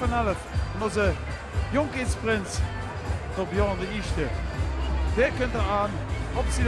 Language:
Limburgish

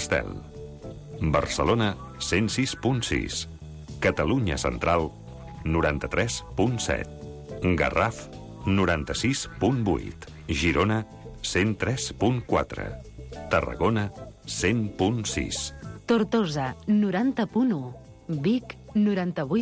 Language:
Catalan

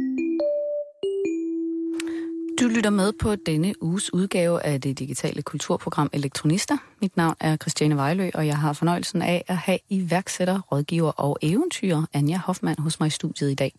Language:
Danish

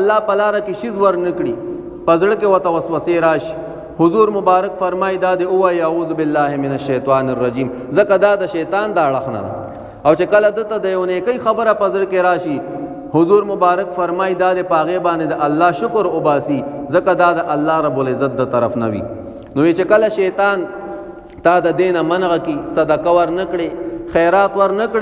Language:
Pashto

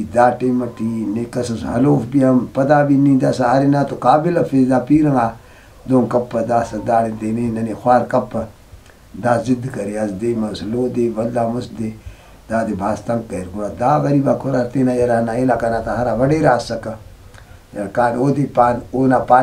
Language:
Brahui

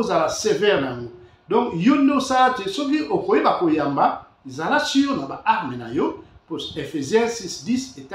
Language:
Lingala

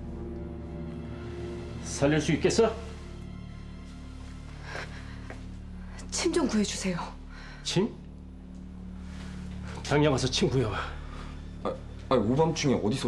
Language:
Korean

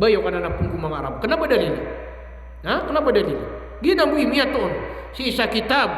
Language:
Maranao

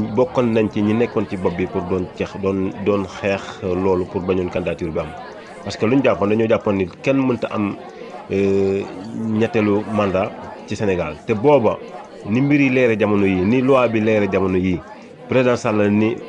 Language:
Wolof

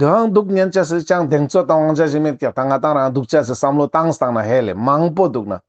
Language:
Ladakhi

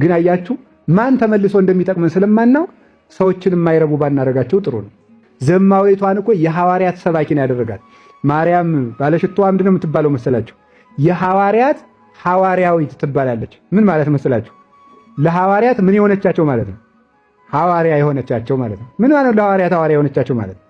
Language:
Amharic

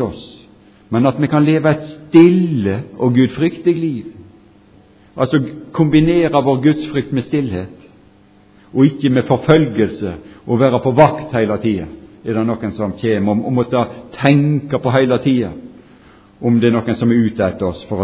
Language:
Norwegian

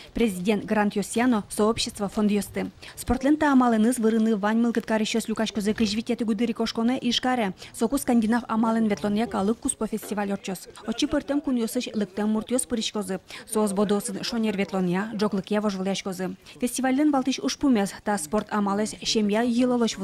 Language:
Udmurt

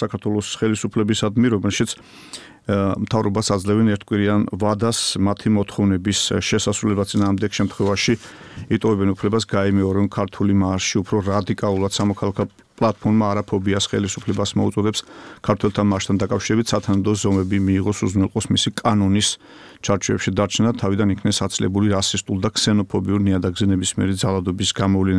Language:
Georgian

